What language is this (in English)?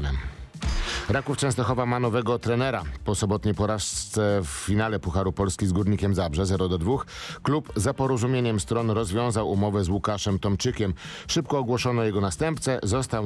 Polish